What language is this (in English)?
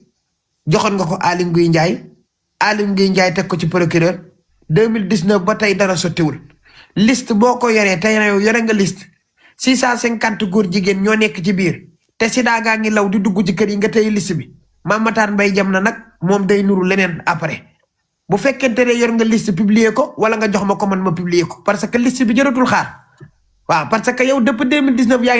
Wolof